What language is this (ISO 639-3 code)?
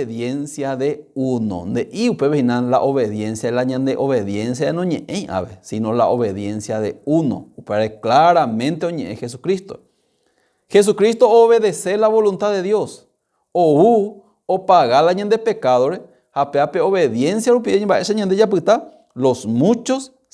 grn